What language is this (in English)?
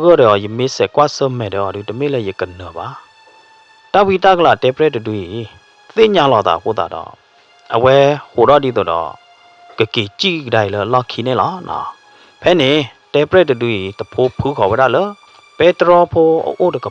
S'gaw Karen